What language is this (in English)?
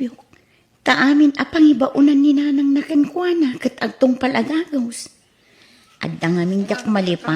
Iloko